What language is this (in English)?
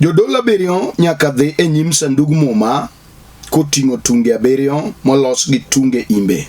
Luo (Kenya and Tanzania)